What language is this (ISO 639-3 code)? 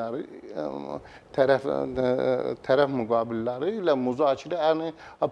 aze